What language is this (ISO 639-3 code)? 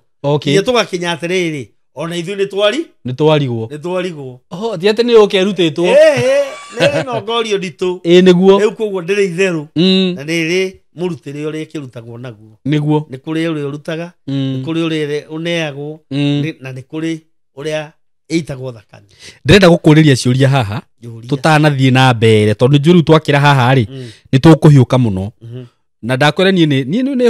kik